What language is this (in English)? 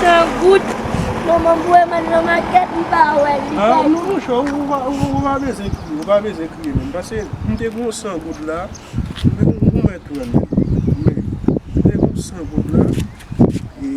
Haitian Creole